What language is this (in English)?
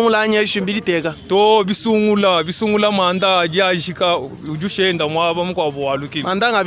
Luba-Lulua